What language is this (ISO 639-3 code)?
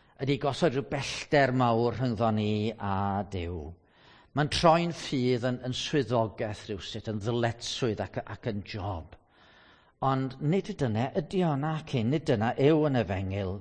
cym